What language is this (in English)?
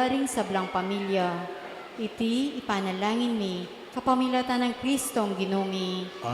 Pampanga